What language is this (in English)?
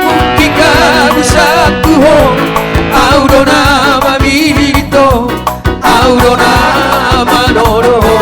Batak Toba